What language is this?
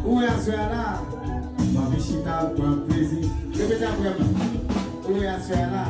Haitian Creole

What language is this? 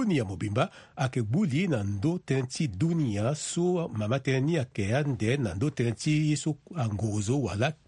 Sango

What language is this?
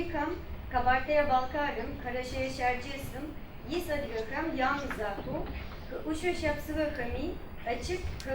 Adyghe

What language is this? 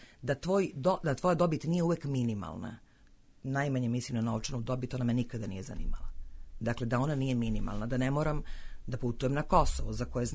Serbian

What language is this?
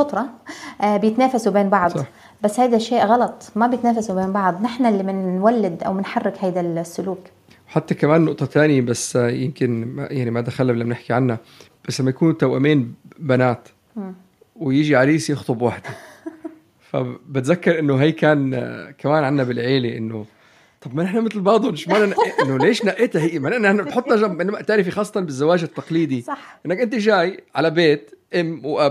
North Levantine Arabic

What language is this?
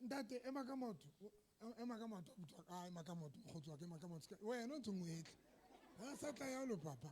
Southern Sotho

